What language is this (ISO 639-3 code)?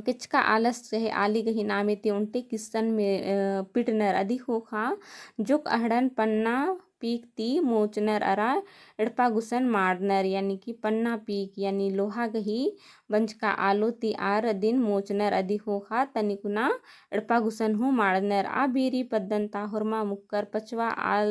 kru